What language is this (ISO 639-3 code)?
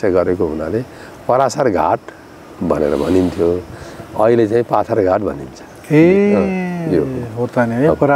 nep